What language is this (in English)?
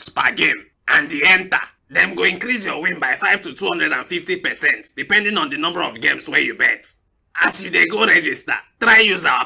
Nigerian Pidgin